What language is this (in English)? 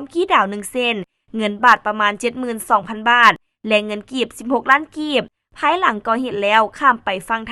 Lao